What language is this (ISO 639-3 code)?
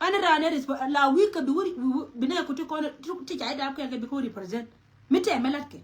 nus